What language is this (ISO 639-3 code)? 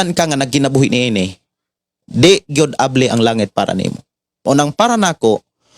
ceb